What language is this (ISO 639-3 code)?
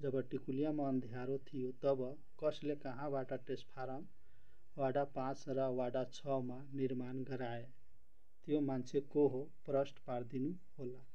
nep